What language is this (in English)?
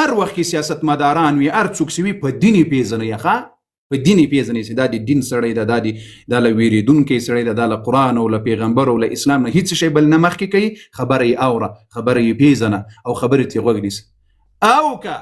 Pashto